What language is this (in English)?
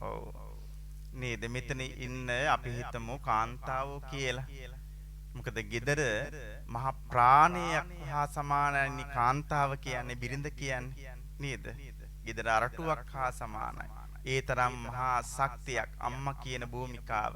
Sinhala